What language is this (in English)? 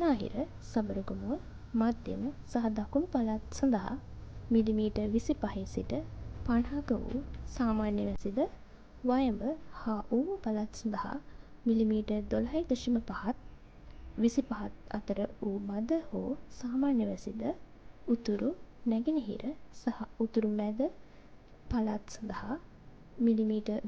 Sinhala